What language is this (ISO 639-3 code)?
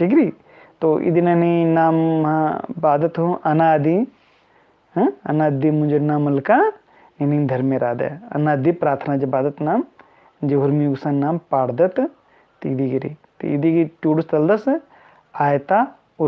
kru